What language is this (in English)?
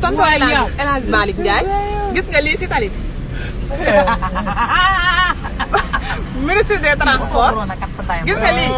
Wolof